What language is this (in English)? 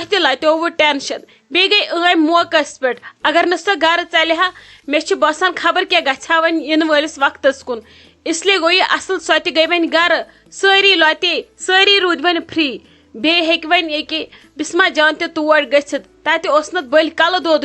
Kashmiri